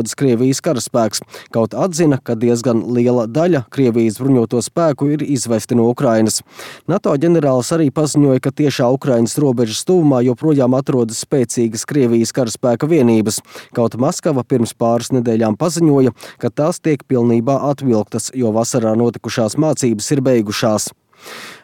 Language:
Latvian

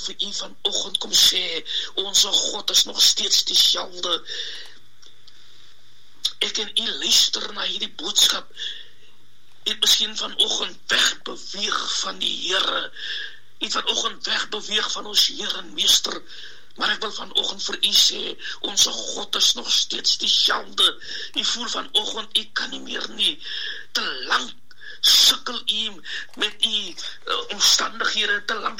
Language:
Afrikaans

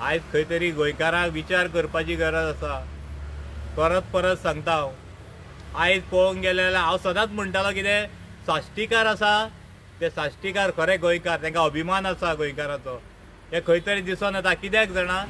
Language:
Konkani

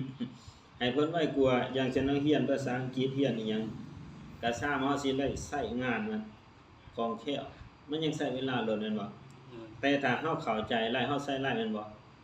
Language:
Lao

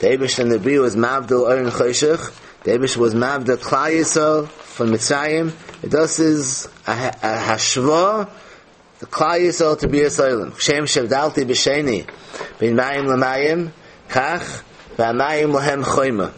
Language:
Yiddish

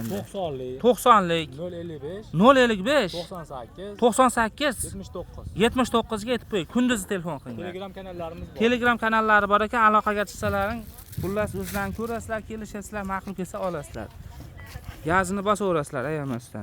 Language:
Uzbek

